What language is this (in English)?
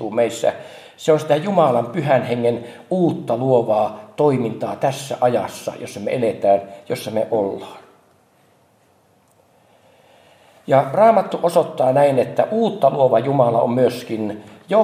Finnish